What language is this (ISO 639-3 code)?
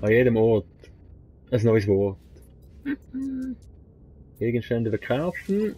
gsw